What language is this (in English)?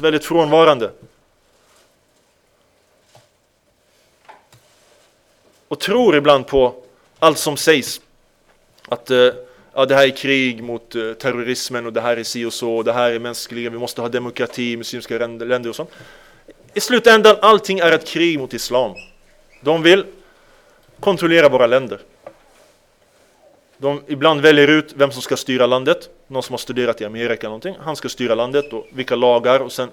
Swedish